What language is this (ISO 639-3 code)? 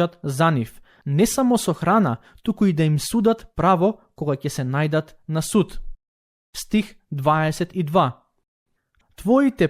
mkd